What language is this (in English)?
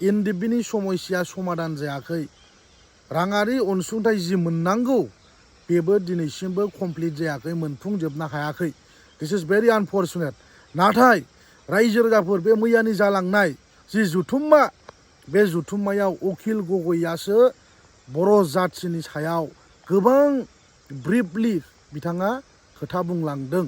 Bodo